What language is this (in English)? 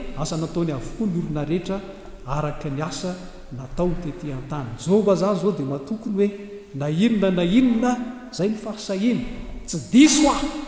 Malagasy